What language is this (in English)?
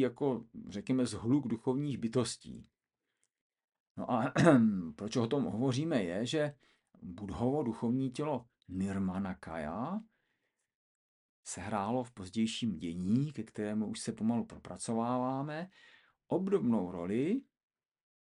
Czech